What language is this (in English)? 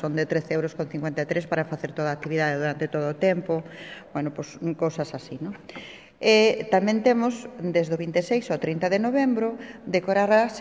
Galician